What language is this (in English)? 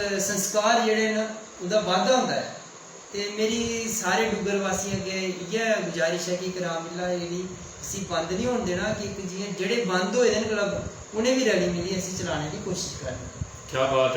Dogri